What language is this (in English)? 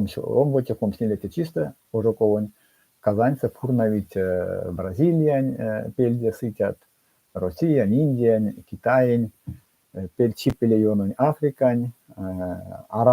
Erzya